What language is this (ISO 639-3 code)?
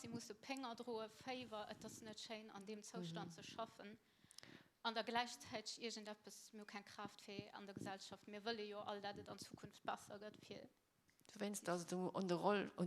ltz